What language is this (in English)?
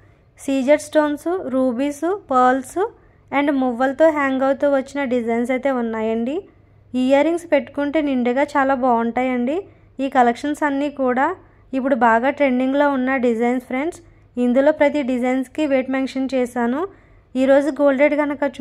Telugu